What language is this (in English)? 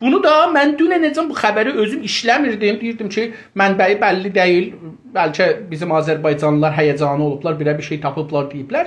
South Azerbaijani